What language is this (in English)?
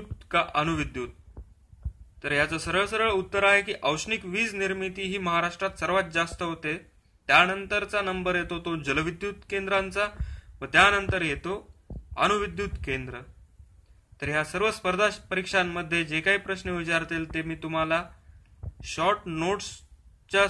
Marathi